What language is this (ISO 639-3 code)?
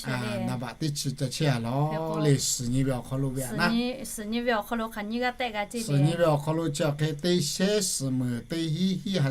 lhu